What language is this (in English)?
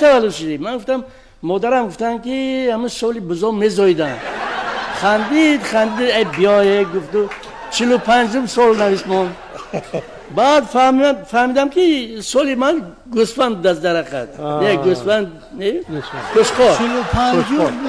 Tajik